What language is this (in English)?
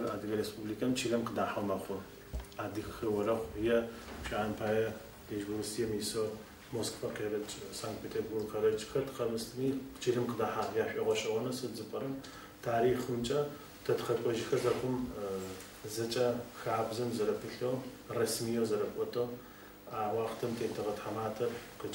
Adyghe